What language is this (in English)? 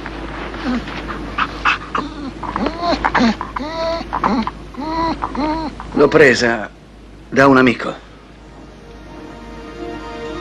Italian